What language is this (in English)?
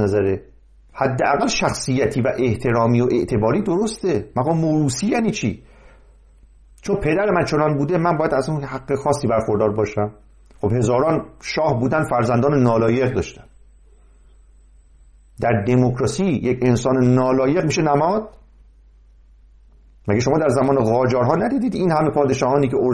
Persian